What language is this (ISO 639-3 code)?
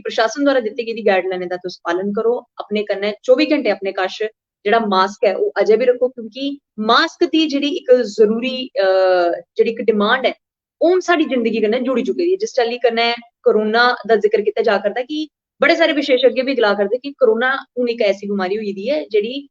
doi